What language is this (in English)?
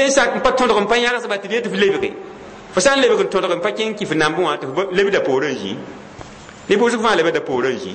Mossi